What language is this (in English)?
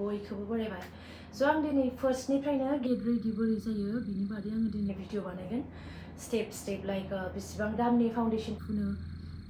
Bodo